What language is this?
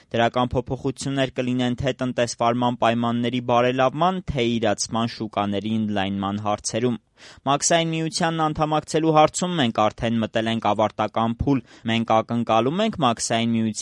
Armenian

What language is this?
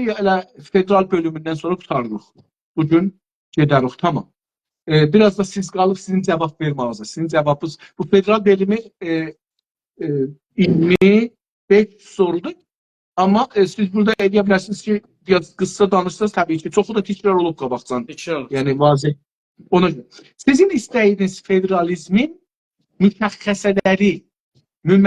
South Azerbaijani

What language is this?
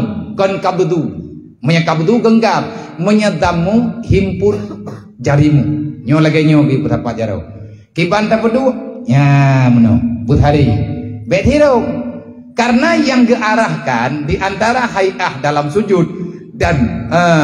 Achinese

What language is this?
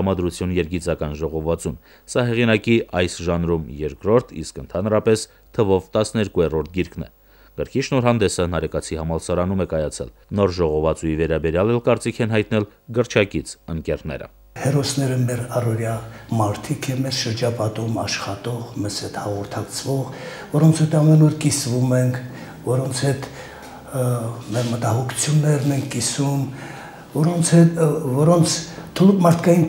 Armenian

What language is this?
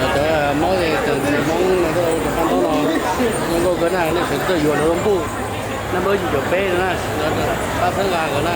Hmong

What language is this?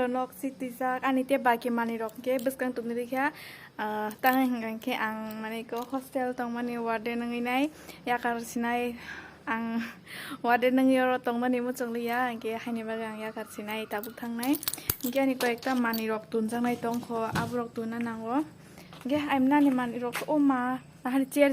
Kok Borok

